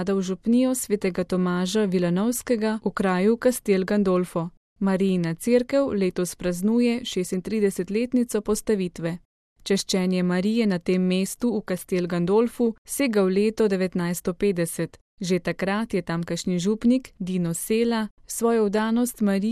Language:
Slovenian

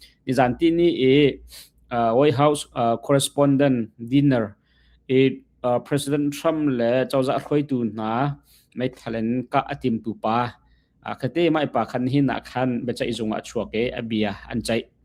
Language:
Hakha Chin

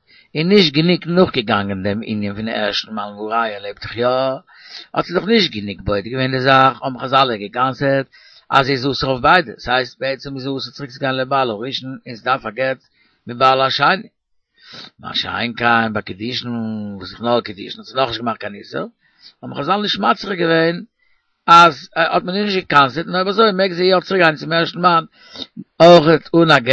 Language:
Yiddish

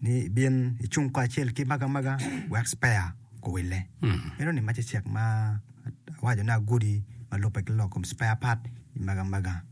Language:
Acoli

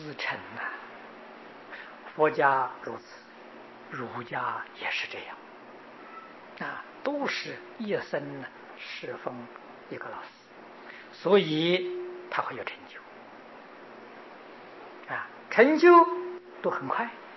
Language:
Chinese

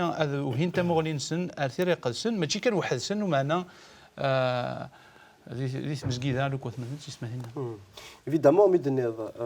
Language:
Kabyle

